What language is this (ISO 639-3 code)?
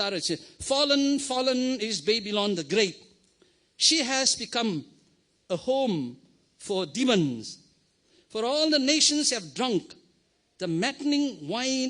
nmf